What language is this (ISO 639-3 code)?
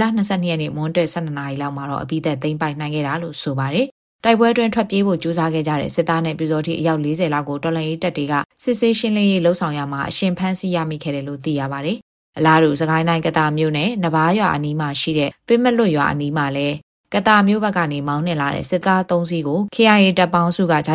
mya